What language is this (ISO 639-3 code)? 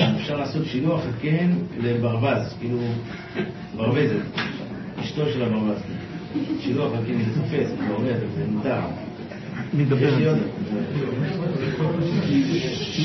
heb